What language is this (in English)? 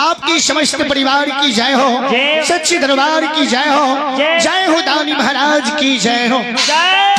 Maithili